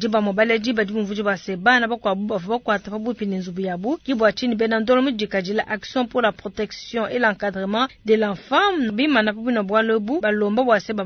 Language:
Luba-Lulua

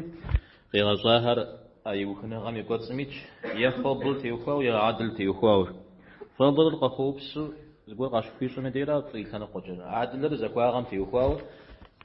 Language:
Kabardian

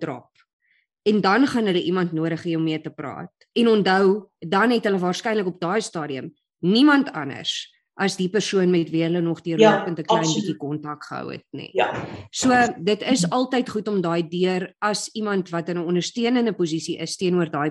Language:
Afrikaans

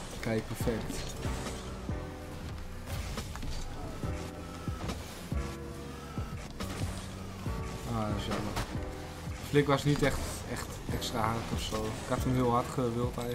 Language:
Dutch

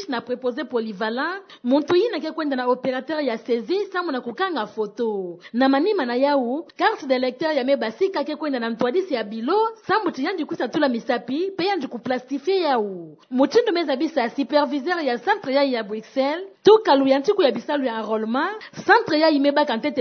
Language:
Kituba (Democratic Republic of Congo)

